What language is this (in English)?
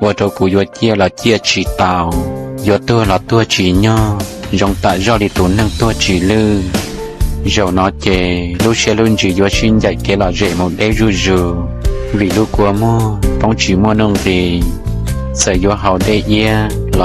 Hmong